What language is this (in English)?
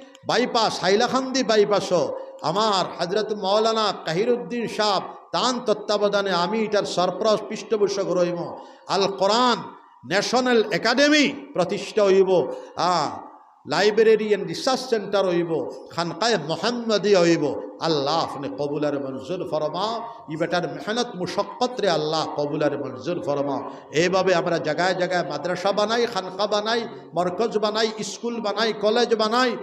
Sylheti